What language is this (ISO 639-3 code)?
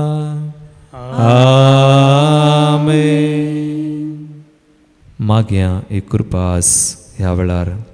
kok